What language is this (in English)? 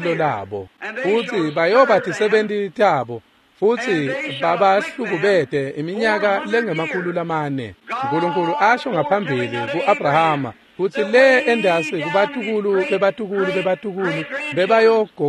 Swati